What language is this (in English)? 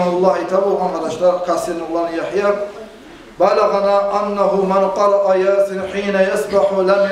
Kumyk